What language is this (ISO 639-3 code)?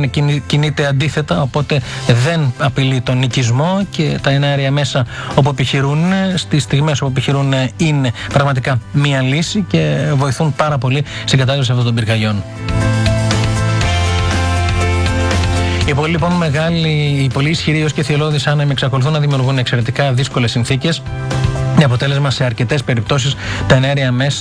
ell